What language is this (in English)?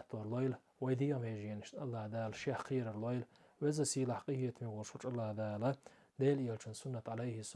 Chechen